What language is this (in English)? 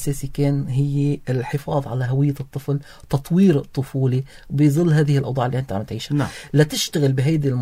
North Levantine Arabic